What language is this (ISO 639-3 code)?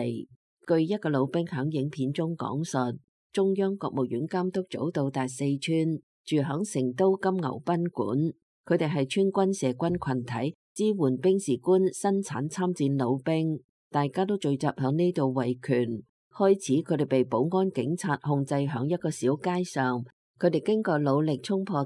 yue